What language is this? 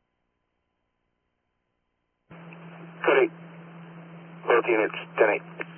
English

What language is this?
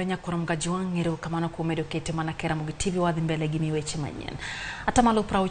Luo (Kenya and Tanzania)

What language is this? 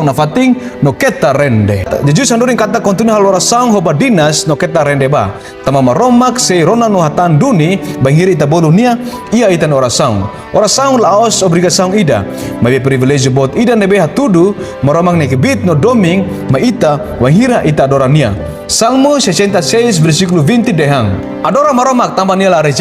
Tetum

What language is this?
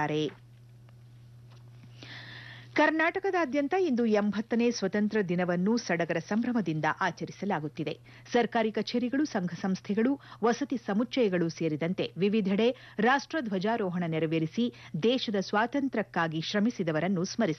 Kannada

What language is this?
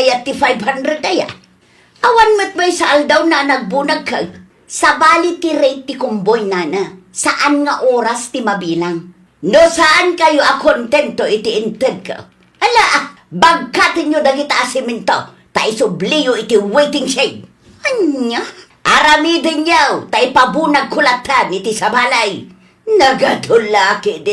Iloko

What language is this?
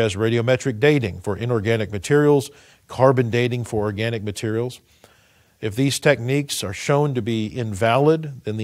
English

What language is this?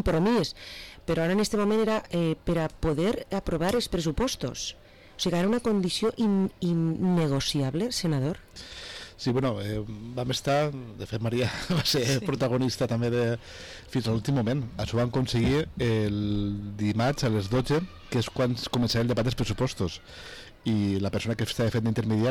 Catalan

